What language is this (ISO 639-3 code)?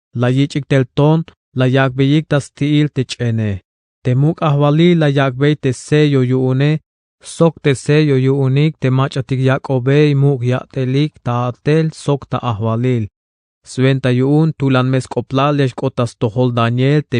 tzh